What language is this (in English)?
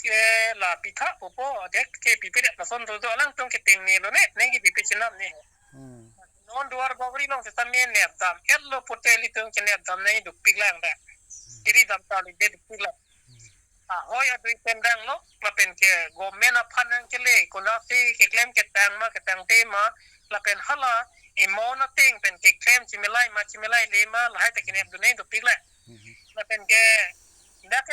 Karbi